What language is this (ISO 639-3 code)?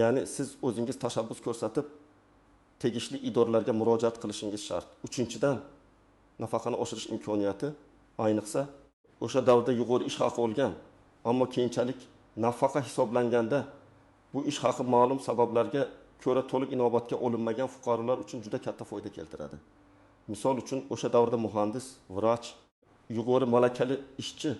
uzb